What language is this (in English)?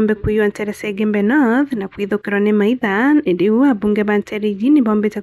Meru